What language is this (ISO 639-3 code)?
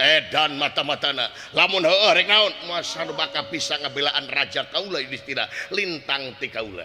sun